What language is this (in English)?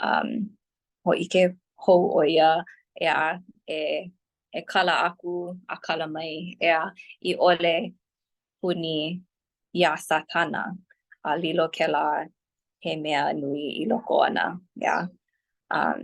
Hawaiian